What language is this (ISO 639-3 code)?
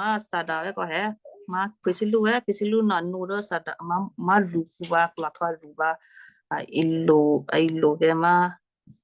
kyu